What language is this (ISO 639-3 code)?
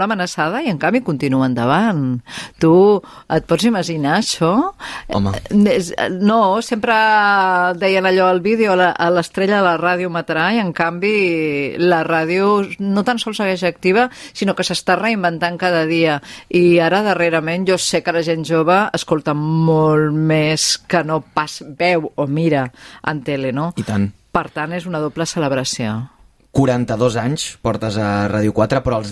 cat